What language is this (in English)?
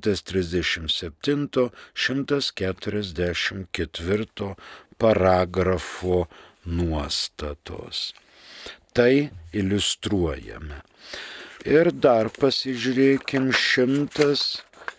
Lithuanian